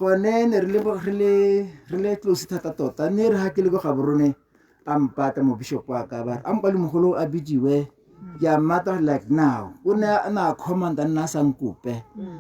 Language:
Tswana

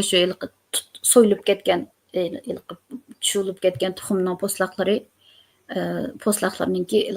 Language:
Uyghur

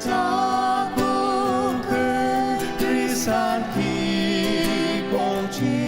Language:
Ao Naga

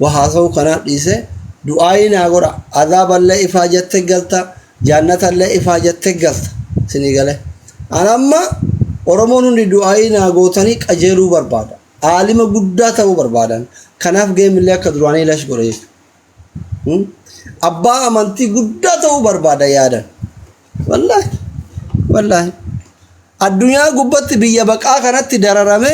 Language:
Oromo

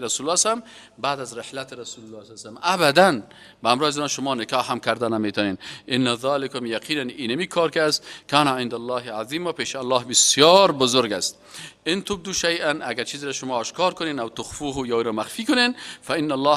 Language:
Persian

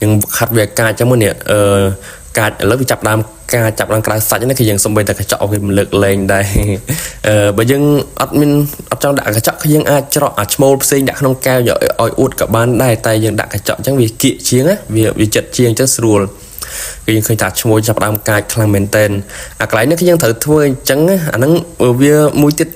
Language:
Khmer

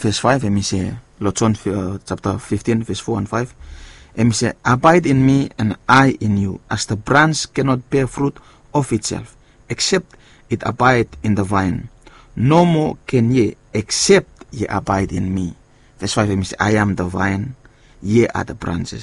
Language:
Bislama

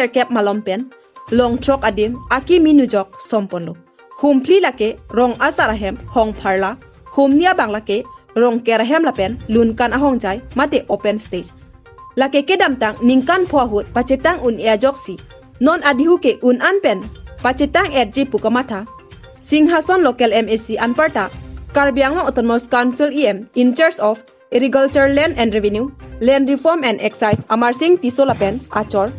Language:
Karbi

